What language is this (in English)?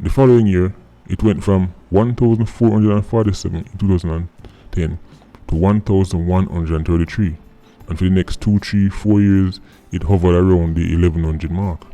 Jamaican Creole English